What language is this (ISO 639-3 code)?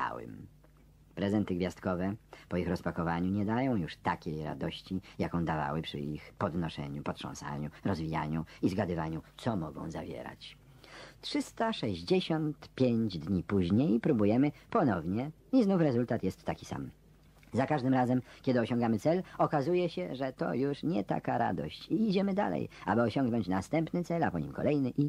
pol